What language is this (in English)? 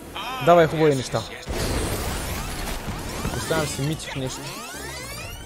Bulgarian